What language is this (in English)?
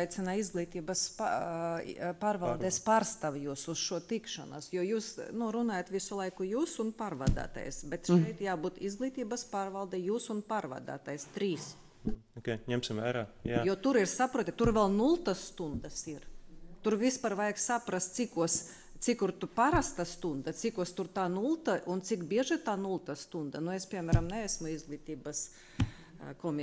Latvian